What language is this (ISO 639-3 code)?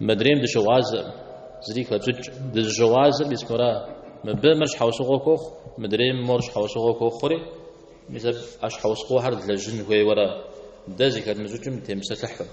kbd